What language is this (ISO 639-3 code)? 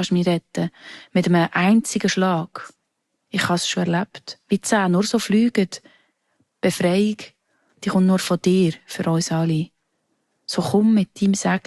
gsw